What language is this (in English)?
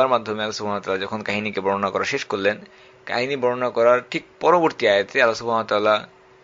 Bangla